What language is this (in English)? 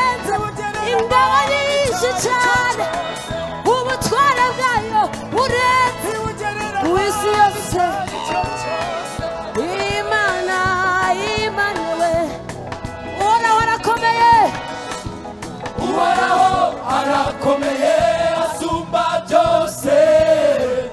Kinyarwanda